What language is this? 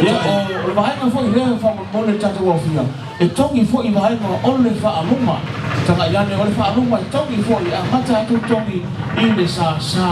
Samoan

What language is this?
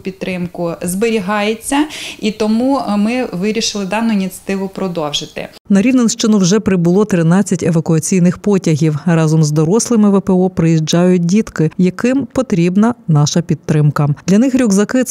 Ukrainian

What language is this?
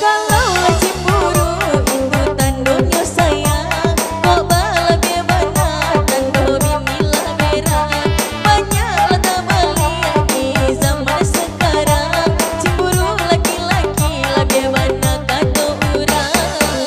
Minangkabau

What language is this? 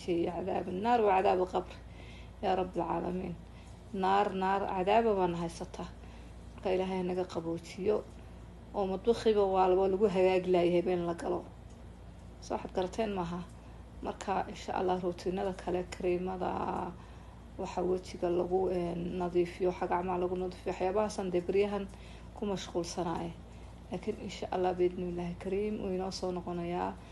Somali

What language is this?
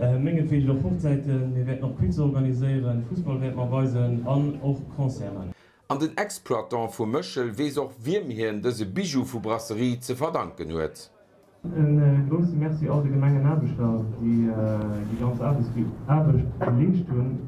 Luxembourgish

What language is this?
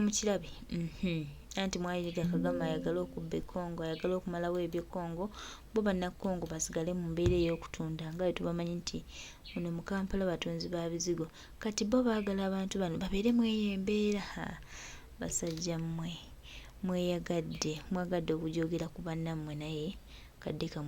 Ganda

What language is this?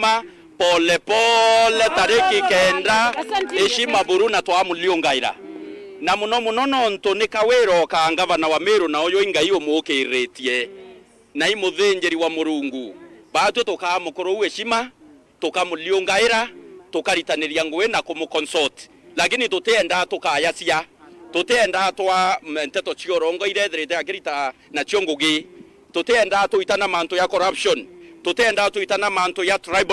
Meru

